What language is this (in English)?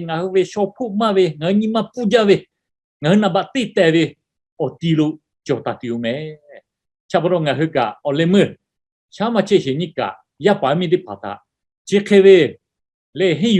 Lahu